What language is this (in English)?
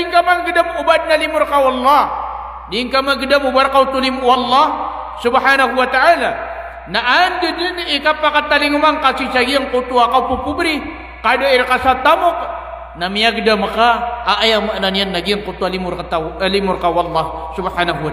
Maranao